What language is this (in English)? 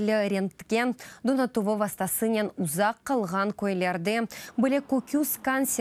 Crimean Tatar